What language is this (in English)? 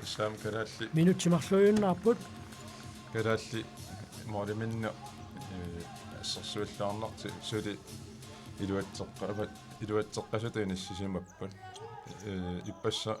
Kalaallisut